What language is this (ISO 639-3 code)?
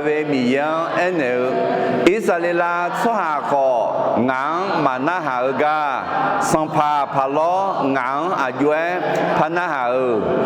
ahk